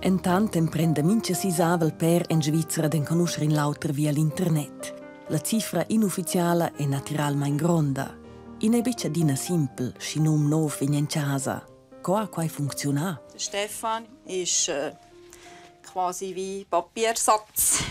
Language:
Romansh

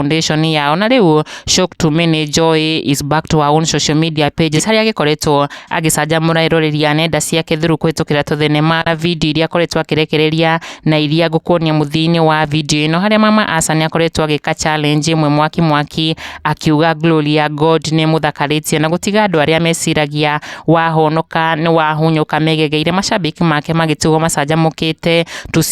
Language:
Kikuyu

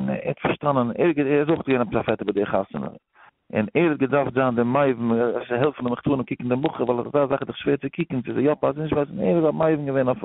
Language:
Yiddish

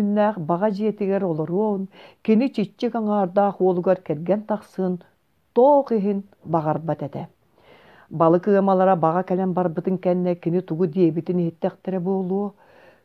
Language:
Yakut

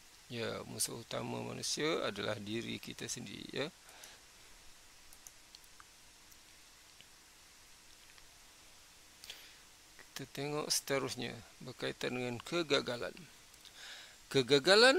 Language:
Malay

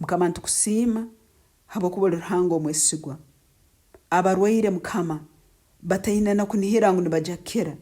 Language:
Nyankole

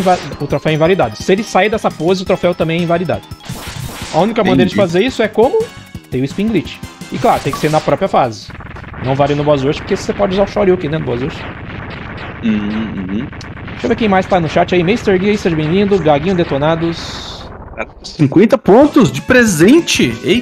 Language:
Portuguese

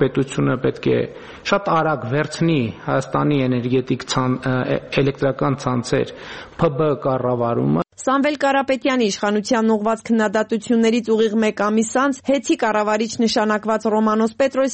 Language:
Armenian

